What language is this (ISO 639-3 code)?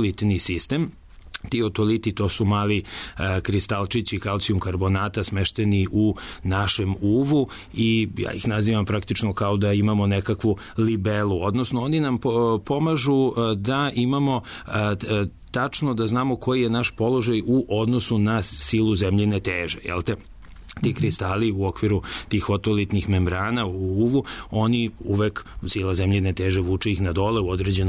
srp